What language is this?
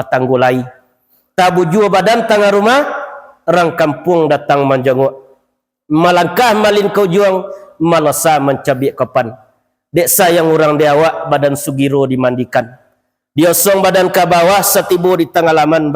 Minangkabau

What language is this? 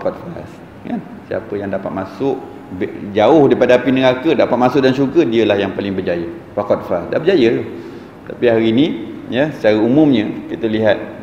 Malay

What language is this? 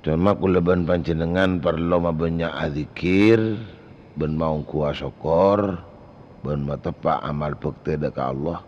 Madurese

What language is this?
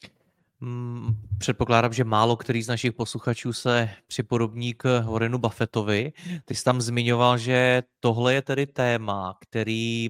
Czech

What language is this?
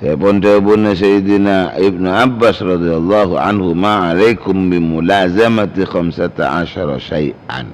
Madurese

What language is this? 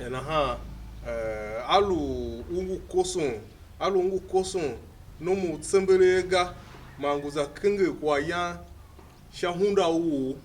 Tiv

